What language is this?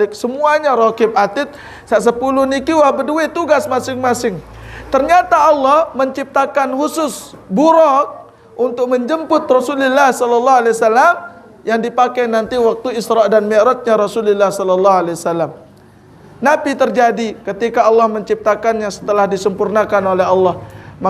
Sasak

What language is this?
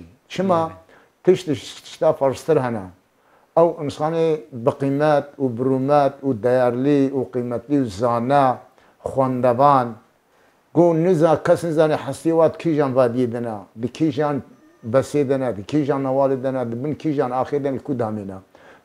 Kurdish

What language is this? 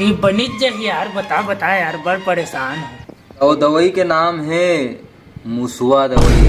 Chhattisgarhi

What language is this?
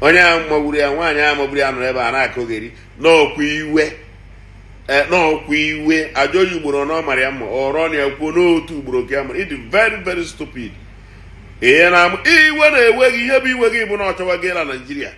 Igbo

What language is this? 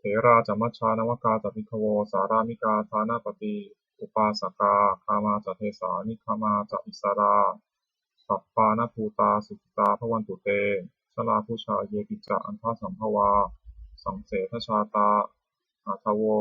Pali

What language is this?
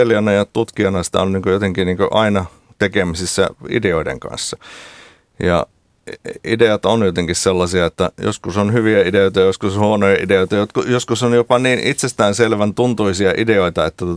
Finnish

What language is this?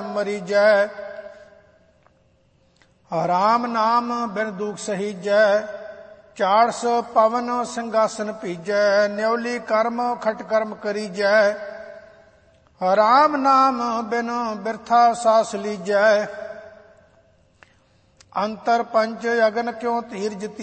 Punjabi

